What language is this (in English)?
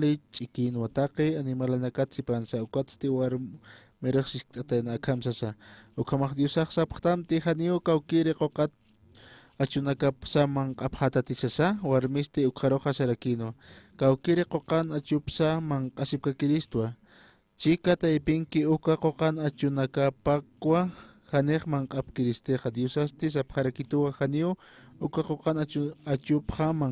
Aymara